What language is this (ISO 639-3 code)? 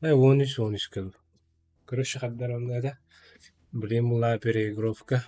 sah